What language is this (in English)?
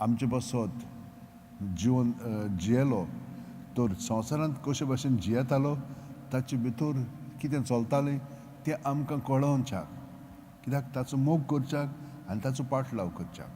Konkani